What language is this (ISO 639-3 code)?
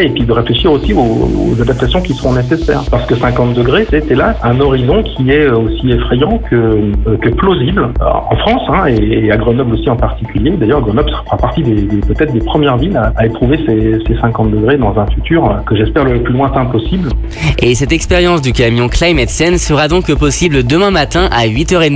fra